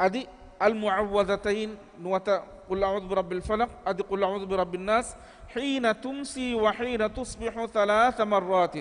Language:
Divehi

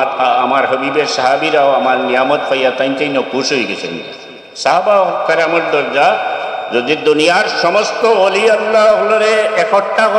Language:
Sylheti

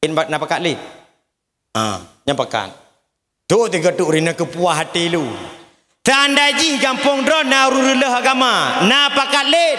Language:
Achinese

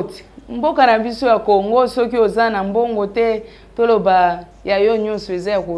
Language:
Lingala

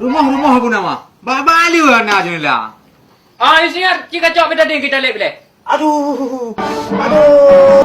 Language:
Achinese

